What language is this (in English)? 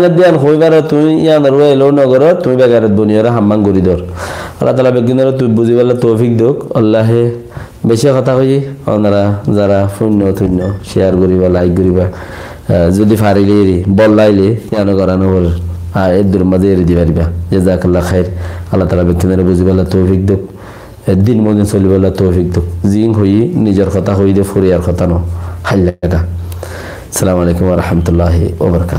Rohingya